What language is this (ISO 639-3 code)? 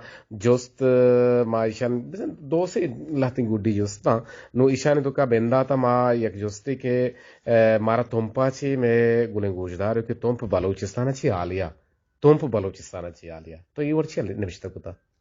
bgp